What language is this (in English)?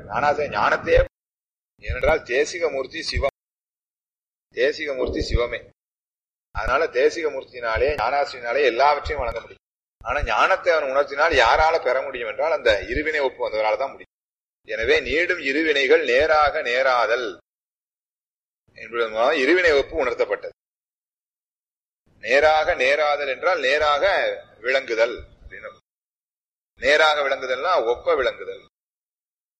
Tamil